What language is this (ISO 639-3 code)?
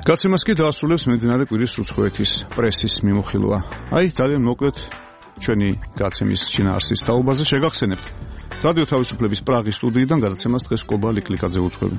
kat